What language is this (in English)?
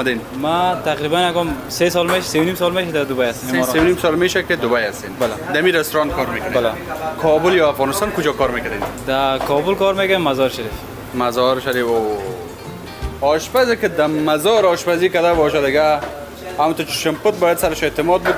Persian